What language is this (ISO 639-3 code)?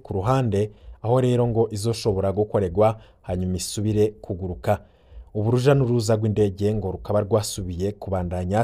run